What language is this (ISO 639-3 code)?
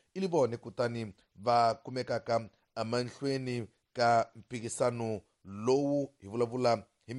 tso